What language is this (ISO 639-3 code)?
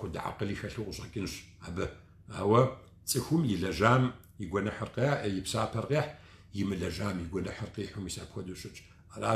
kbd